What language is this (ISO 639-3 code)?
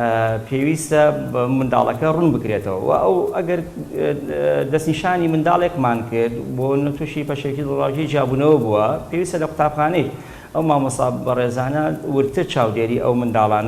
ckb